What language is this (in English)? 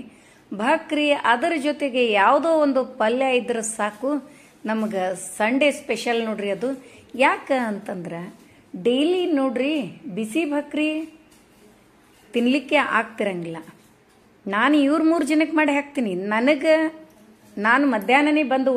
Kannada